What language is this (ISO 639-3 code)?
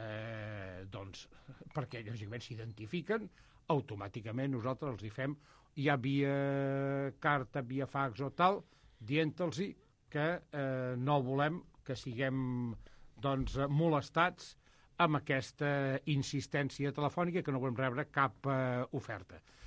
cat